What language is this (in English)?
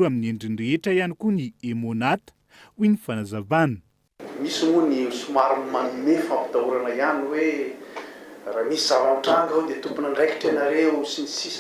Malagasy